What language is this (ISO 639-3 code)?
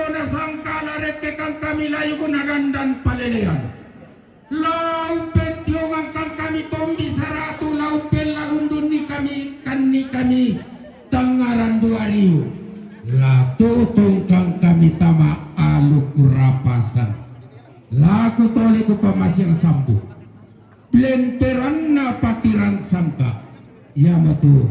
sda